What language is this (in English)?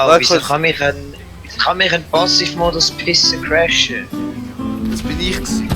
Swiss German